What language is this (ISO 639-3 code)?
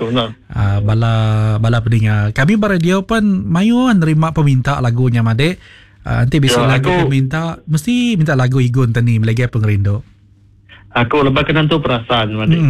iba